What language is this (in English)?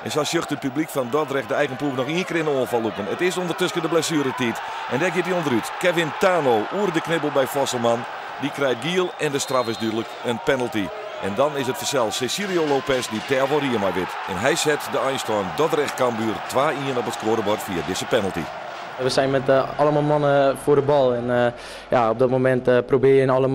Western Frisian